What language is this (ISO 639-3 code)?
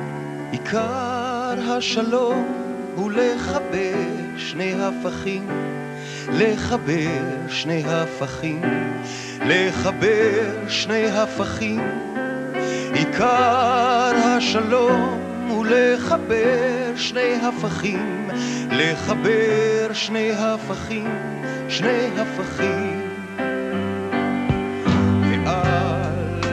heb